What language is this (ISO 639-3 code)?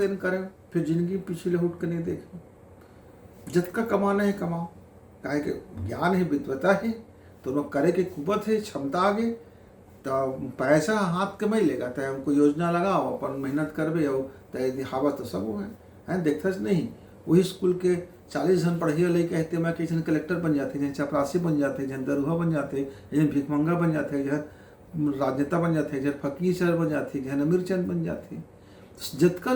hne